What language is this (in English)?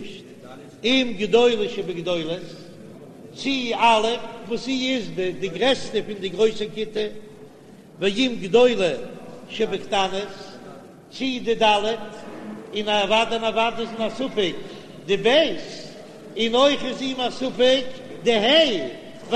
Yiddish